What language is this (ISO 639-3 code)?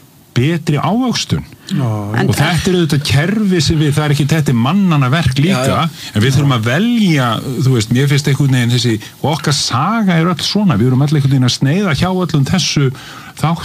isl